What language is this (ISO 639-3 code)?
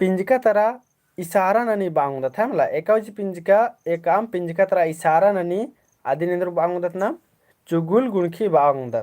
kru